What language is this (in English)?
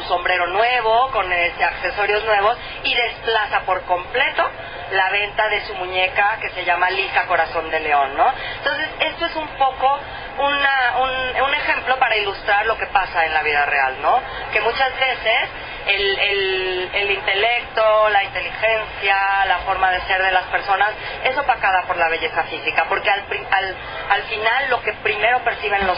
Spanish